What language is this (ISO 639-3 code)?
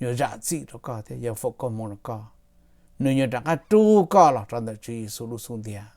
hmn